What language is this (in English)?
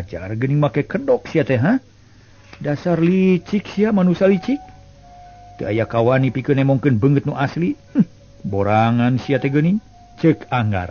Sundanese